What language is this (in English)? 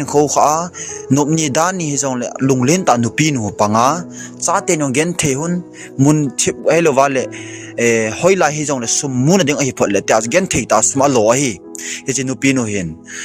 Thado Chin